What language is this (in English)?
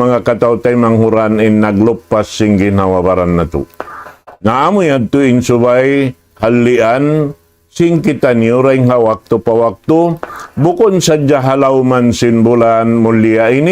Tausug